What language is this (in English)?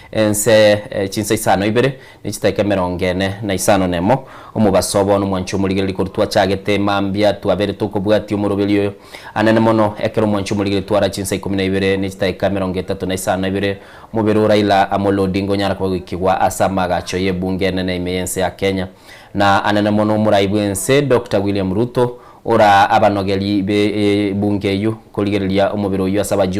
Gusii